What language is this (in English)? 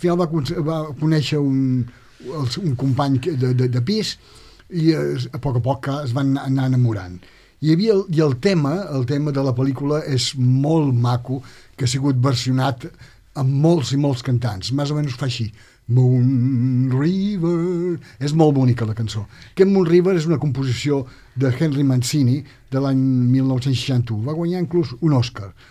Catalan